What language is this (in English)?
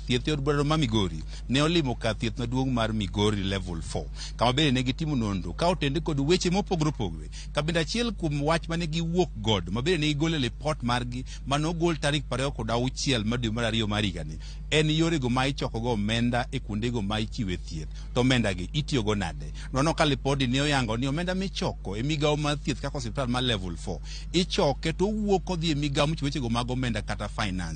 Luo (Kenya and Tanzania)